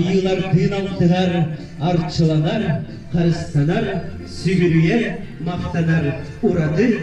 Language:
Yakut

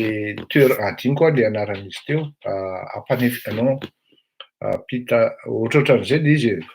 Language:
Malagasy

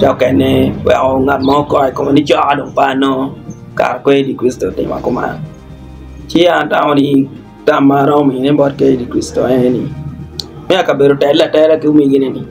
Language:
Acoli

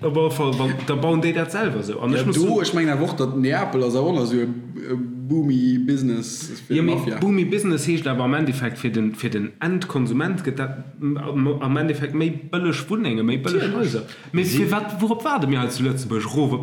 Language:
Luxembourgish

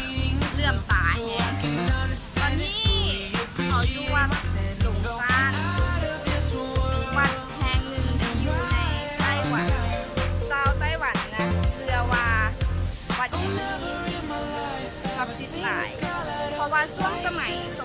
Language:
Lao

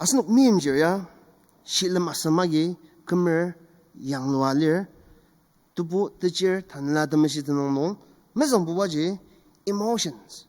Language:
Ao Naga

